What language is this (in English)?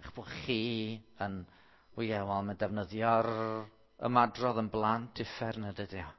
Welsh